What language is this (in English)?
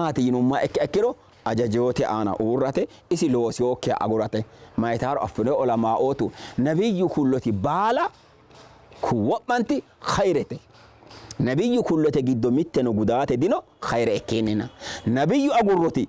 Sidamo